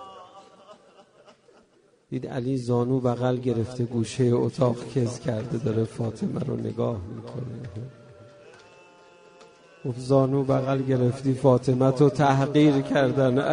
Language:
Persian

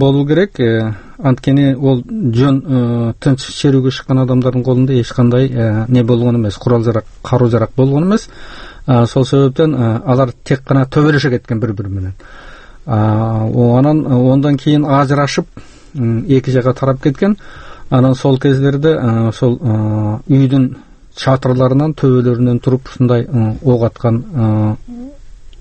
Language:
Kazakh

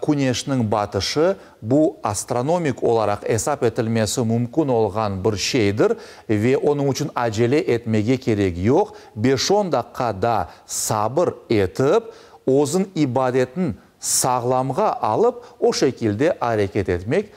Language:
Crimean Tatar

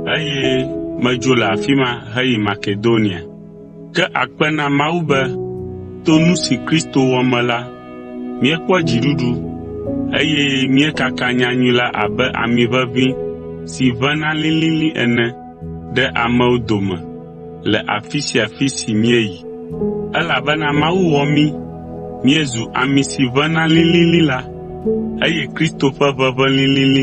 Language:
Ewe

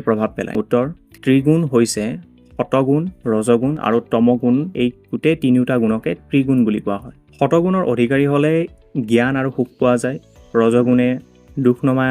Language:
Assamese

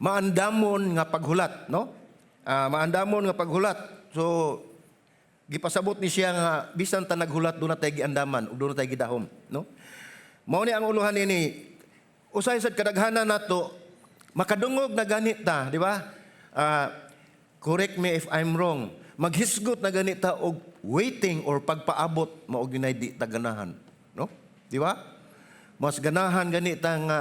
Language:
Cebuano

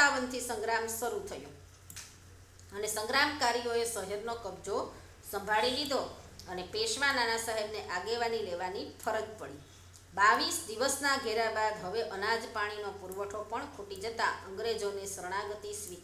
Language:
Gujarati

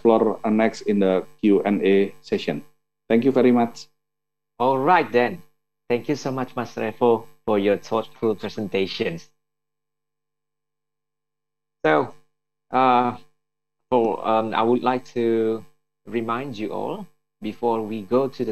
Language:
English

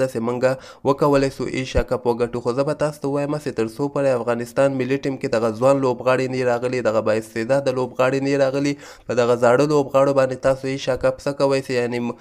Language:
Pashto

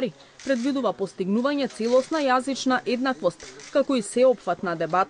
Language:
Macedonian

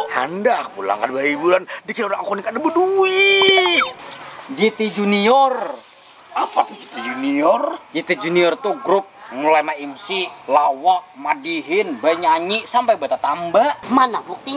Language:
Banjar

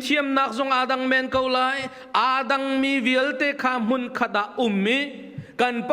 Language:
Hakha Chin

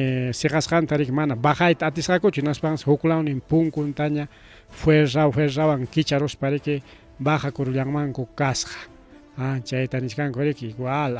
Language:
Ayacucho Quechua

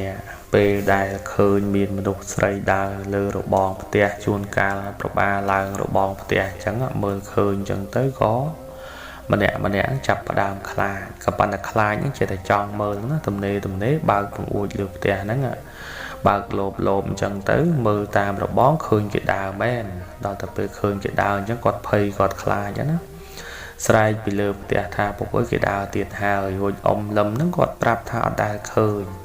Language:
Khmer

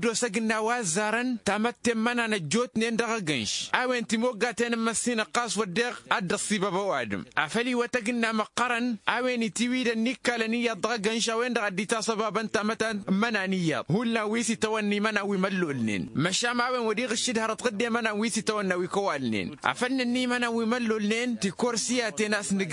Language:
Tamasheq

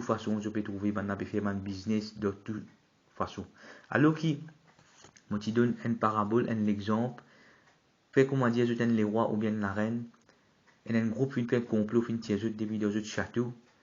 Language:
Morisyen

